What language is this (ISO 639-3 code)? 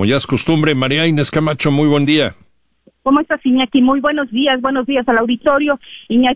spa